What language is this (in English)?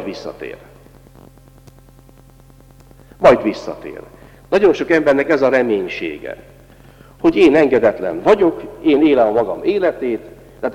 Hungarian